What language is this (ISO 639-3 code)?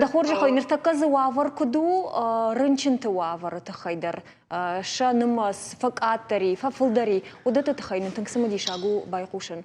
oss